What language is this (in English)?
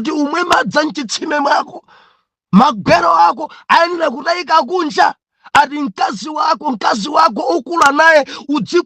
Nyanja